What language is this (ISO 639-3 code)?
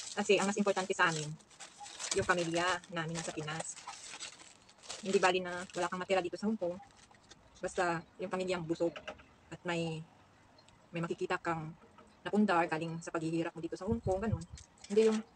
fil